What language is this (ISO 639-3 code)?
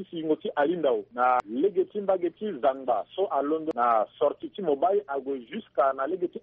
sag